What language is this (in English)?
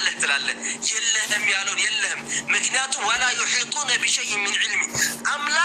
Amharic